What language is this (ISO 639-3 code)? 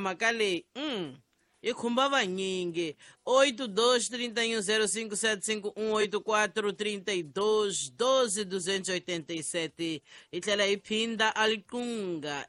tso